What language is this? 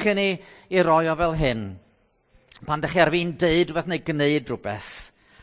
Welsh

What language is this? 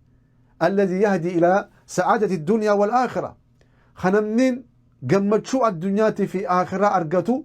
Oromo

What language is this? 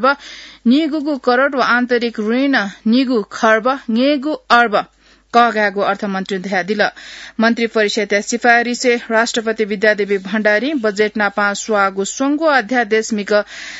Newari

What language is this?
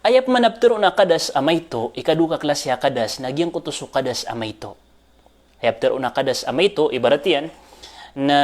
Maranao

